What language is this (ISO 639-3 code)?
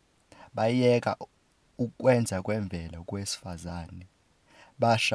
zul